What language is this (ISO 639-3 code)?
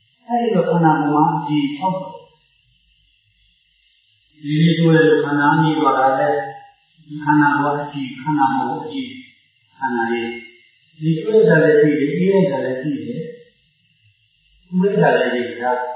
mya